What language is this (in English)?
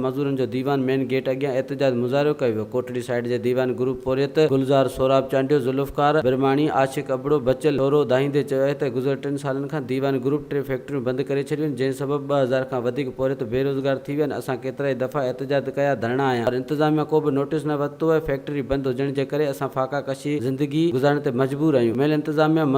Sindhi